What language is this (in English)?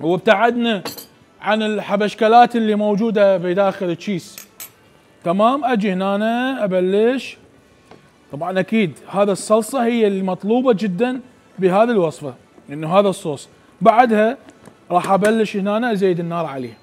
Mesopotamian Arabic